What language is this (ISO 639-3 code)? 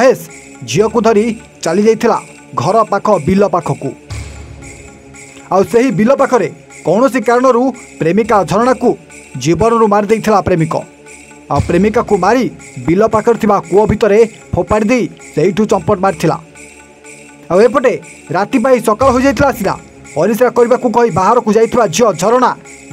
ori